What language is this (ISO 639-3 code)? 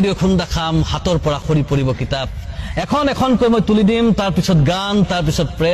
asm